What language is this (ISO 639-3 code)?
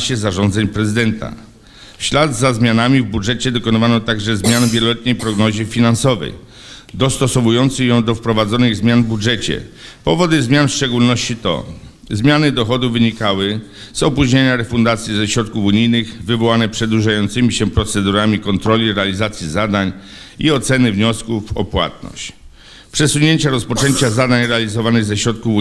pol